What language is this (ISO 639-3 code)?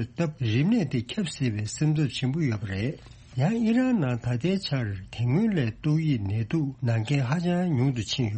bod